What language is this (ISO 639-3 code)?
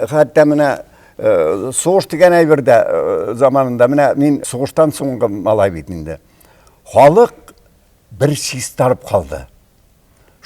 tat